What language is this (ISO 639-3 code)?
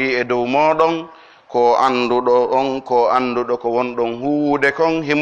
fuf